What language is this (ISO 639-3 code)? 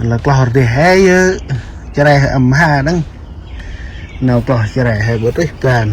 cmo